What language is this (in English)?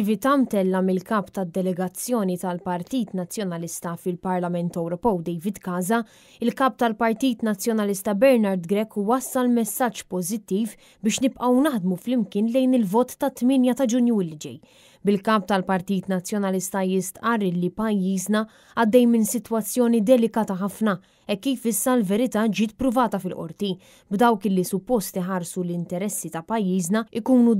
Maltese